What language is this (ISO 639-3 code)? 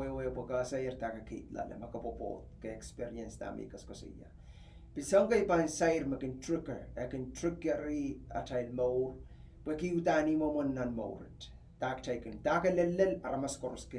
pon